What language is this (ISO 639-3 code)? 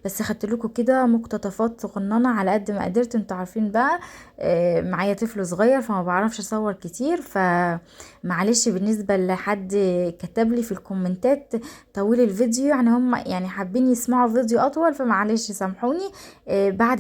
arz